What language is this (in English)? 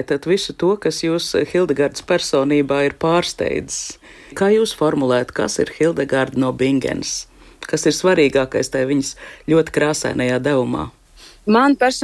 Latvian